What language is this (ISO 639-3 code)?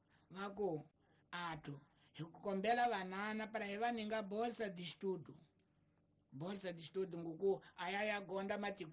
tso